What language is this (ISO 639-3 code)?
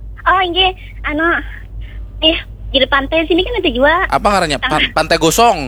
bjn